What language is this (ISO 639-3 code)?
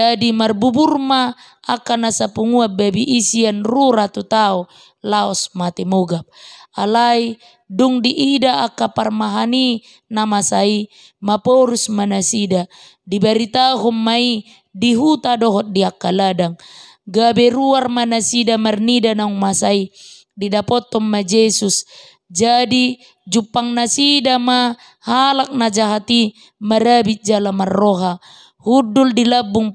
bbc